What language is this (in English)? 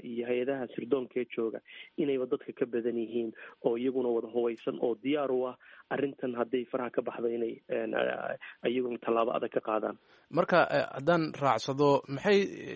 Somali